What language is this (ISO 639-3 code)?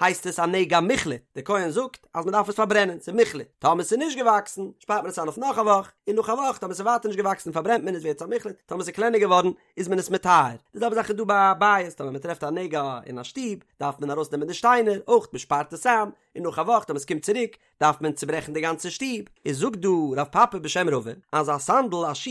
yid